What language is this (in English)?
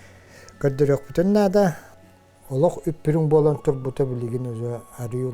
Yakut